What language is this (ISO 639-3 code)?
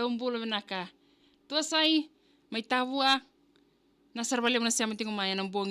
fij